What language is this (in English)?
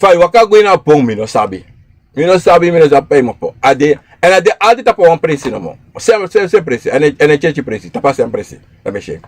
Sranan Tongo